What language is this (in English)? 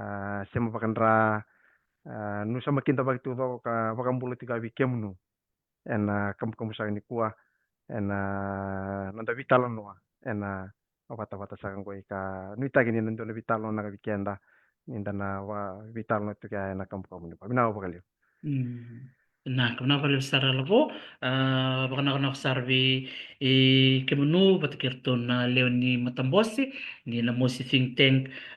Fijian